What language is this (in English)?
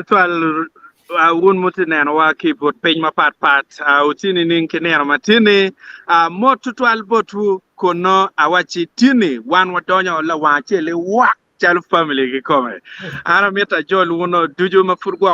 Acoli